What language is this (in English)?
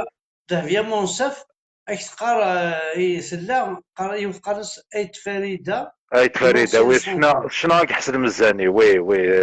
Kabyle